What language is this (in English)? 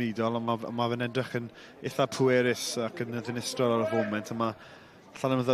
Welsh